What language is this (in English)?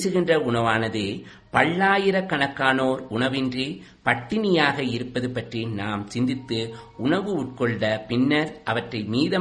Tamil